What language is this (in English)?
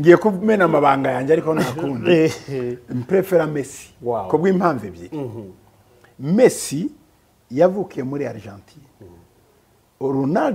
Kinyarwanda